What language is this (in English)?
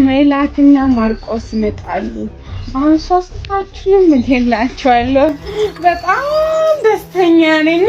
Amharic